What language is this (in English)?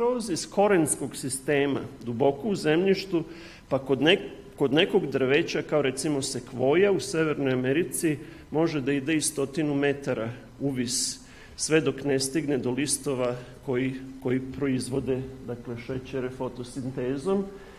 Serbian